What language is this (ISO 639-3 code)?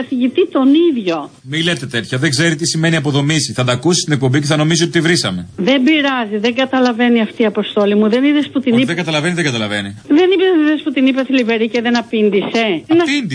ell